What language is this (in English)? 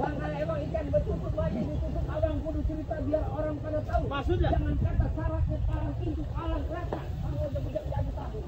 Betawi